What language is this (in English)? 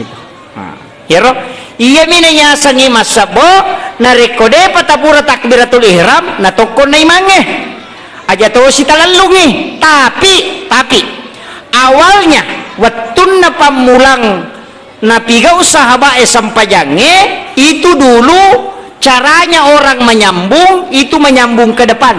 Buginese